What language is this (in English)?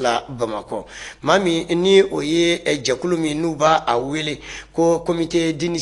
Bambara